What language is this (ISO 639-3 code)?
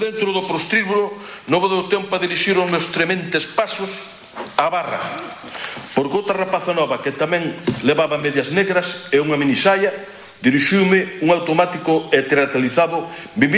glg